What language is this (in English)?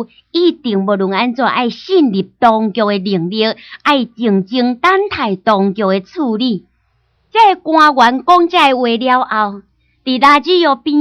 Min Nan Chinese